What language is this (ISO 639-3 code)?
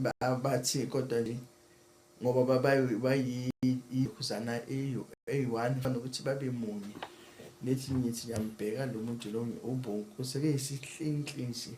zul